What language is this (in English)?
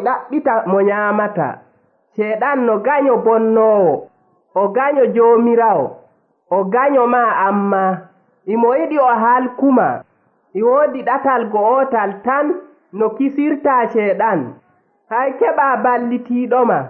Nigerian Fulfulde